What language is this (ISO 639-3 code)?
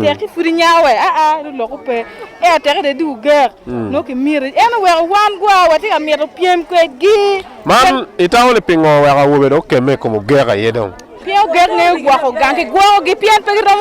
ach